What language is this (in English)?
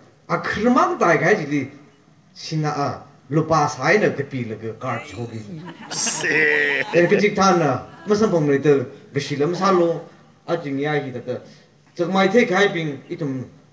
Tangkhul Naga (India)